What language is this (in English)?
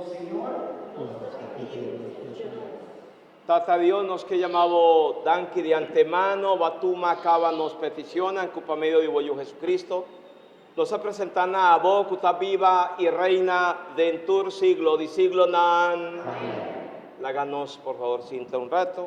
Papiamento